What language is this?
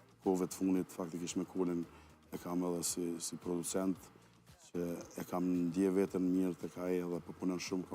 Albanian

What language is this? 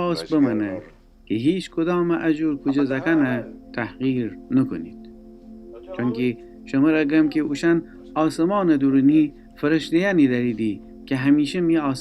Gilaki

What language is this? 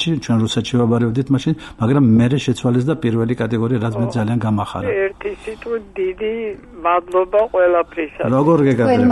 Georgian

